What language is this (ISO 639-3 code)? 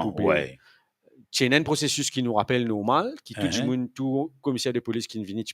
mfe